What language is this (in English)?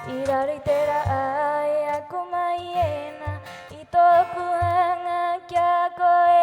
Rapanui